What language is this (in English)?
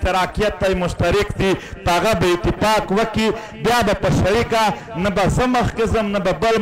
Pashto